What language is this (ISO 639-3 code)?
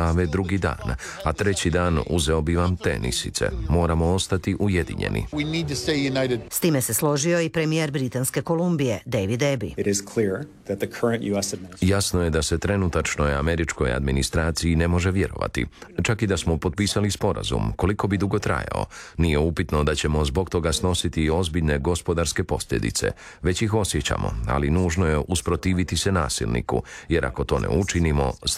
hrv